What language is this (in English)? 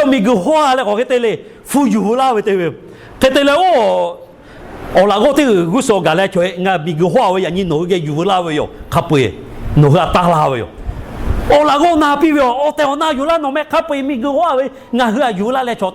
Lahu